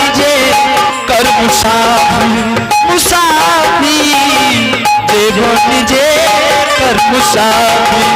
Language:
Angika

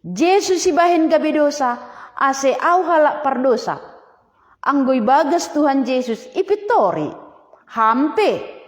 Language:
Batak Simalungun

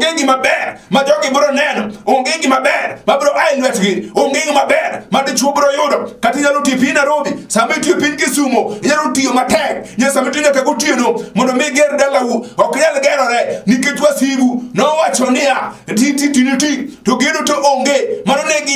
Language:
Luo (Kenya and Tanzania)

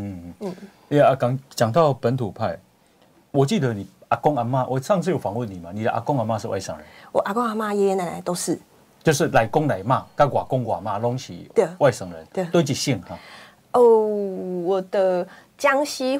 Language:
Chinese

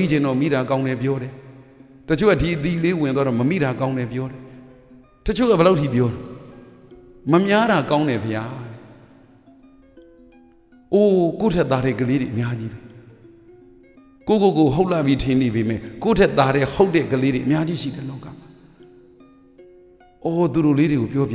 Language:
Burmese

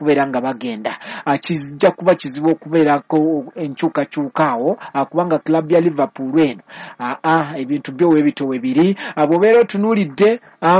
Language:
Ganda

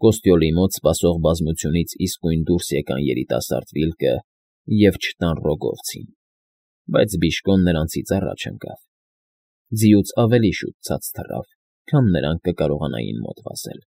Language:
Armenian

